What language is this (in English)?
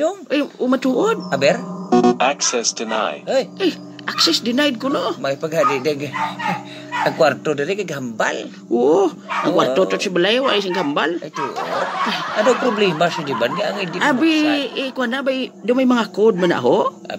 Hiligaynon